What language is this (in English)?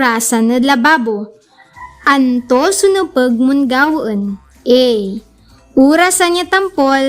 Pangasinan